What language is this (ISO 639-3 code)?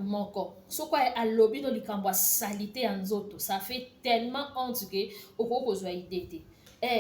lin